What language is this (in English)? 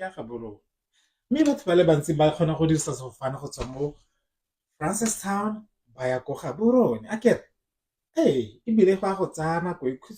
Tswana